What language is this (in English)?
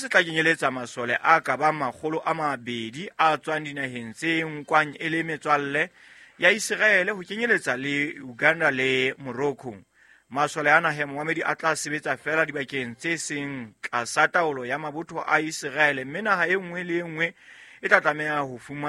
Southern Sotho